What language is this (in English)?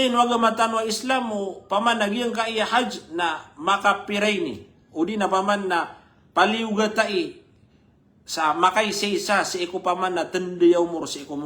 Maranao